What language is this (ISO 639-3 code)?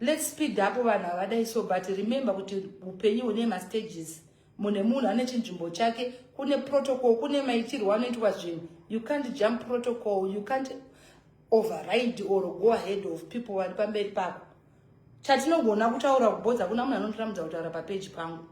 sna